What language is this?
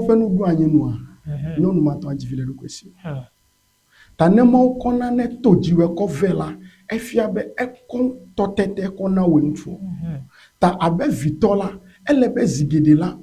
Ewe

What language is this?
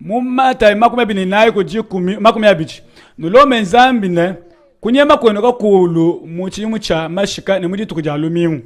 Luba-Lulua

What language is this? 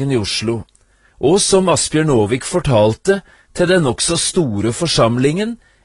Norwegian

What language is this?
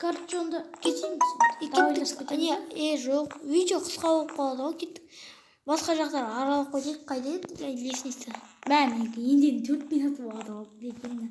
Kazakh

